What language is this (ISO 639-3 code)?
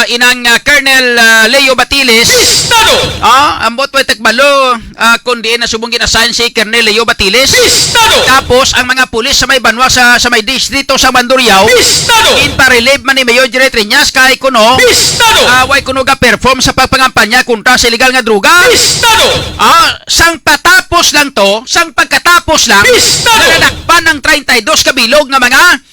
hil